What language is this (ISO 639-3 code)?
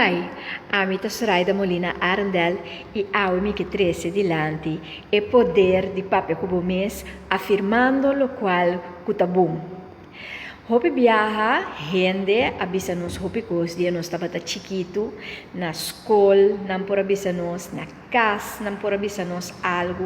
pap